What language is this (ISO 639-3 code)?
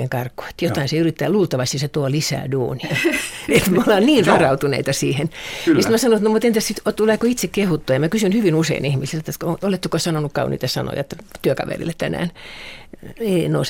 fin